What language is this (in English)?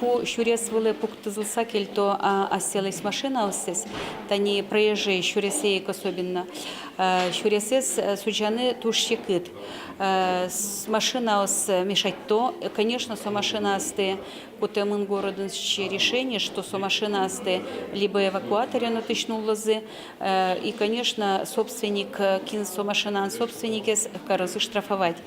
Udmurt